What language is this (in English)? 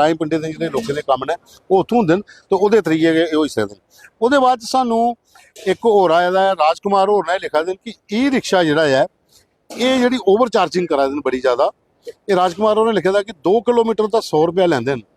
Dogri